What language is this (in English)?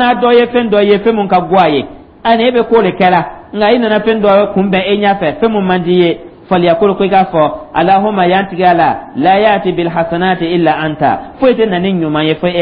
Dyula